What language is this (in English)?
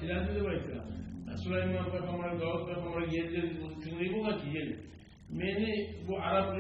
Kumyk